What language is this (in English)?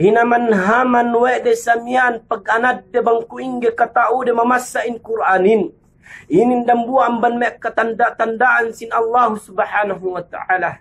Yakan